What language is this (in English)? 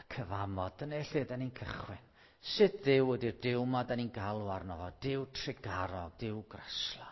Welsh